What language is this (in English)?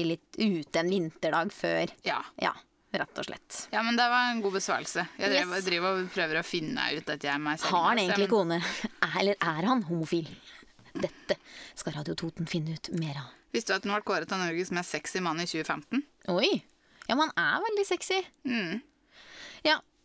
Norwegian